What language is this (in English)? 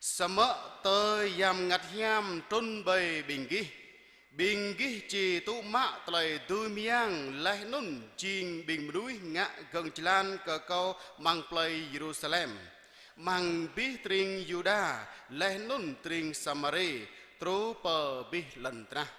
Jarai